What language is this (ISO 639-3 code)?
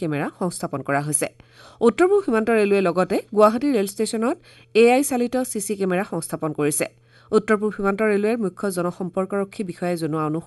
asm